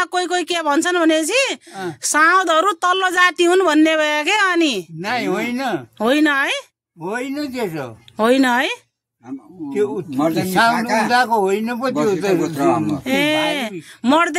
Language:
Nepali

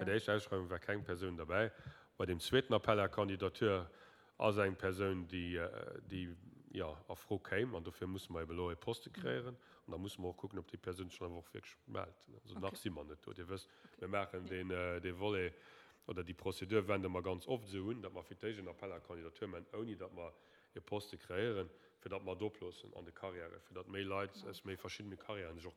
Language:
Luxembourgish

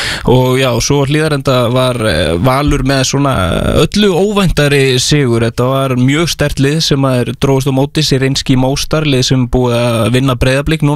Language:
Icelandic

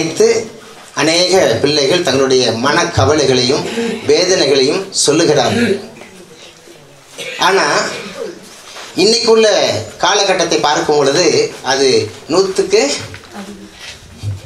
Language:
Tamil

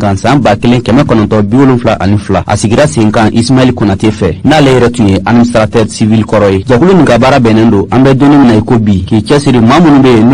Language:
Bambara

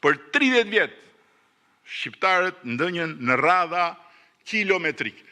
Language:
Albanian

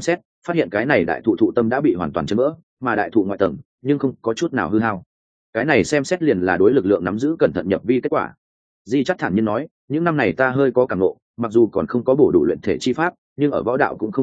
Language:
Vietnamese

